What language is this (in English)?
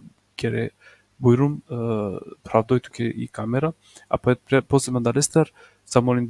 Balkan Romani